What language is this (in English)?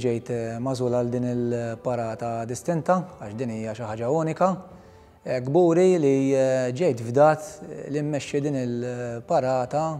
Maltese